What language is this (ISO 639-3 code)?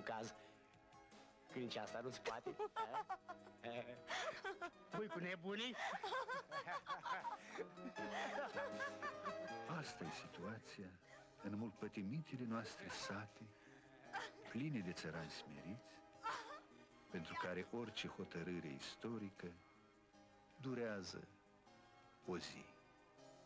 ron